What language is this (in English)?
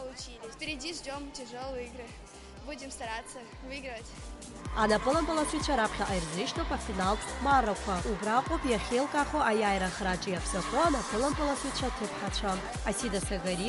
Abkhazian